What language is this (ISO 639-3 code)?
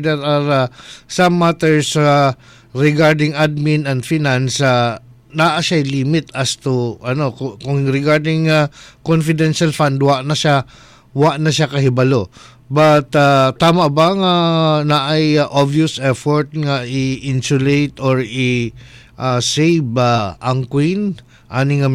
ceb